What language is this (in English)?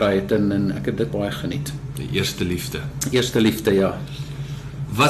Afrikaans